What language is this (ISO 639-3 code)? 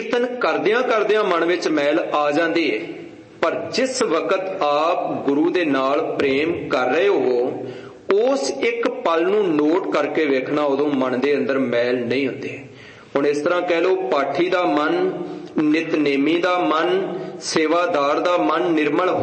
pan